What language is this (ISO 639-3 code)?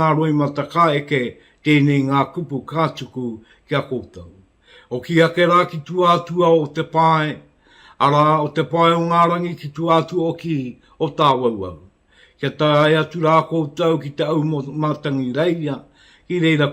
mri